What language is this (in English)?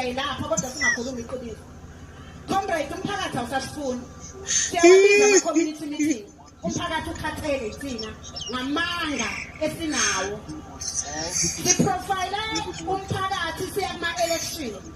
Zulu